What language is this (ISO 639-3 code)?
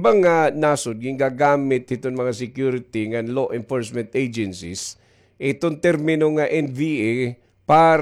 war